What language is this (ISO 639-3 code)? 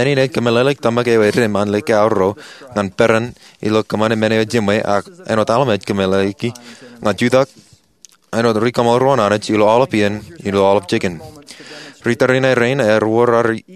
mah